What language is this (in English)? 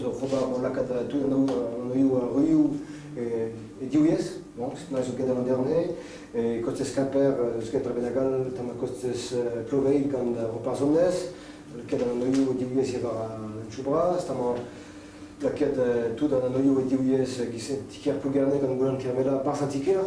Breton